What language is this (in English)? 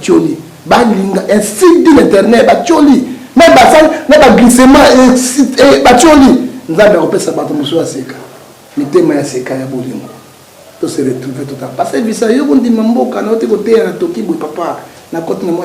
Lingala